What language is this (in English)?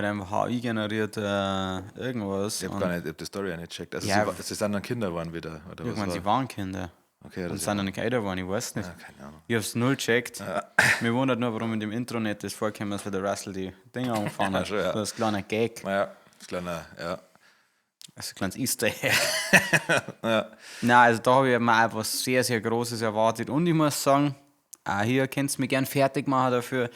Bavarian